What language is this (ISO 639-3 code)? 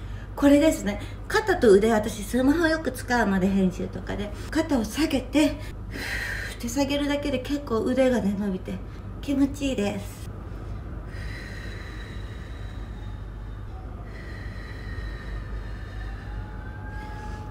jpn